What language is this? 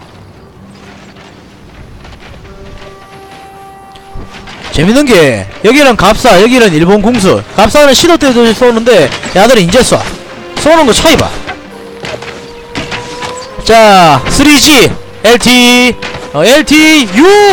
Korean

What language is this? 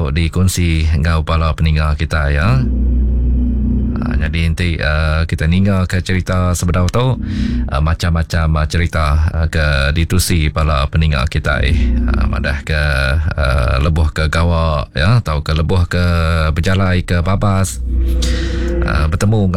Iban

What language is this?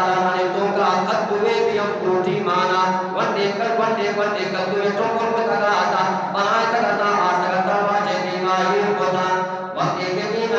Eastern Balochi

